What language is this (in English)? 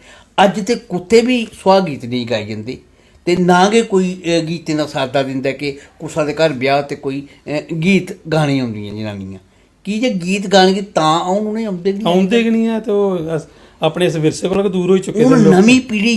Dogri